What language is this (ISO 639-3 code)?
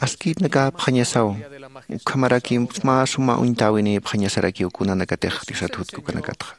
aym